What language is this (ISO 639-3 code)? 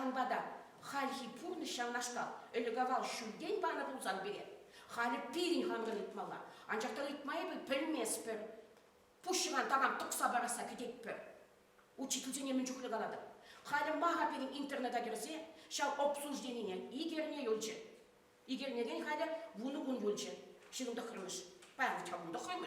chv